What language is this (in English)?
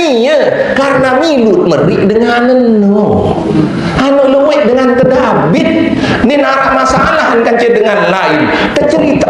Sasak